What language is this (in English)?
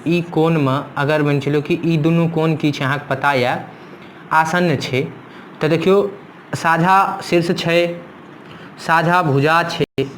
Maithili